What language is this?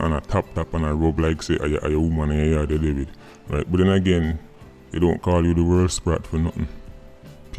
Jamaican Creole English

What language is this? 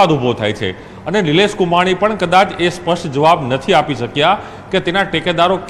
Gujarati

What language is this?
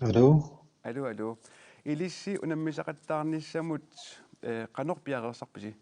Kalaallisut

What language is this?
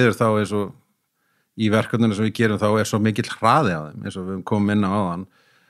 Icelandic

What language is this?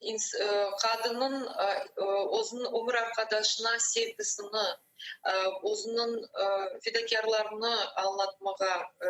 Crimean Tatar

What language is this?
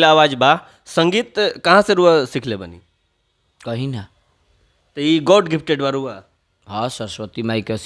Bhojpuri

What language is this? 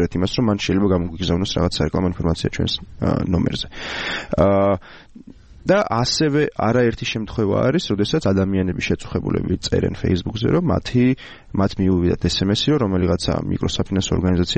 Georgian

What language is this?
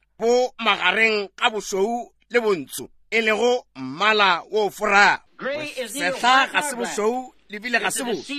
Northern Sotho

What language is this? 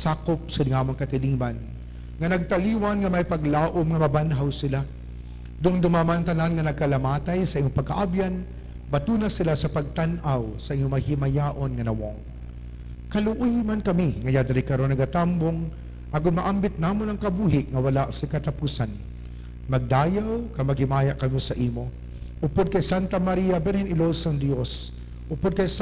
Hiligaynon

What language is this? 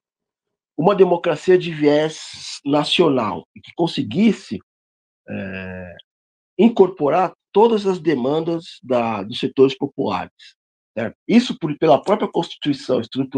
Portuguese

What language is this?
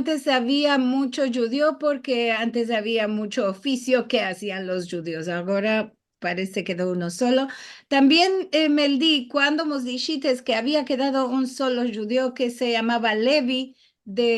Ladino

